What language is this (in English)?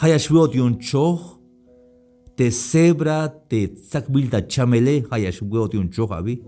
Tzeltal